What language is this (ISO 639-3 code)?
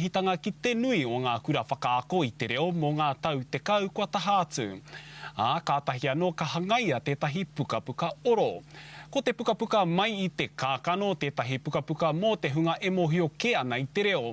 mri